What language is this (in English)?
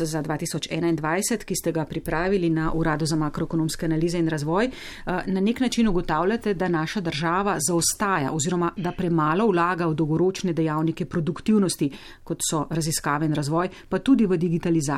Slovenian